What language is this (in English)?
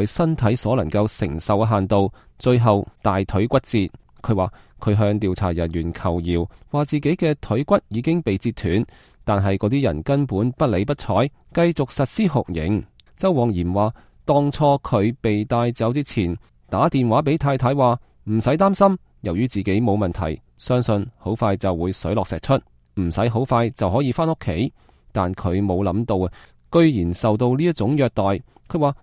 Cantonese